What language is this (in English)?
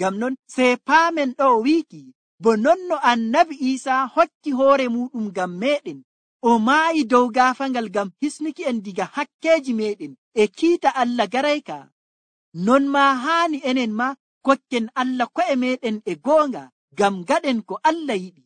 Nigerian Fulfulde